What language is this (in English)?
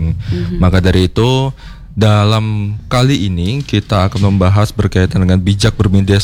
Indonesian